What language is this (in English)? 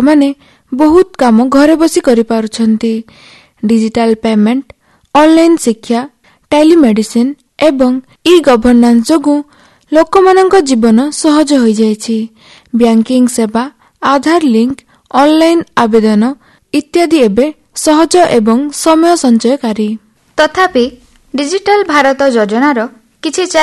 Odia